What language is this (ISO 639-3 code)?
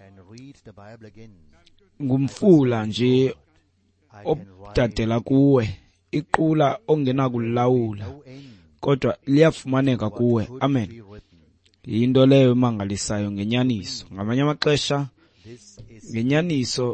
xho